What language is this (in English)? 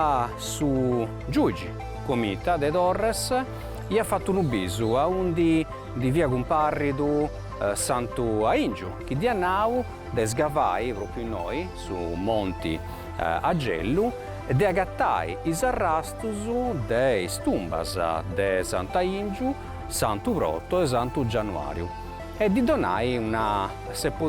Sardinian